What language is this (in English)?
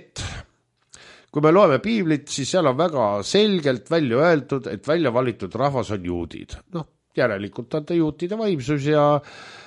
Estonian